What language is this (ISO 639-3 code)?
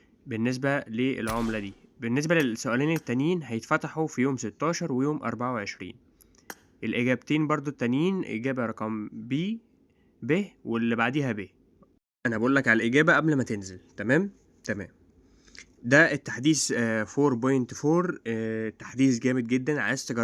arz